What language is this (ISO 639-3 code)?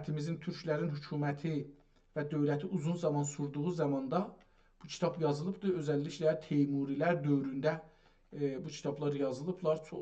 azb